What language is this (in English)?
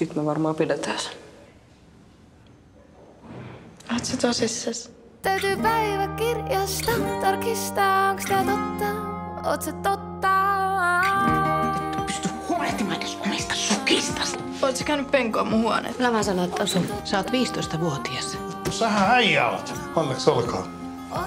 Finnish